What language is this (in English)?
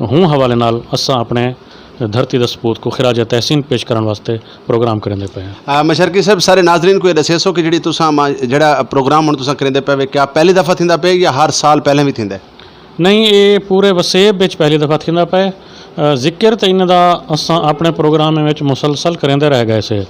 Saraiki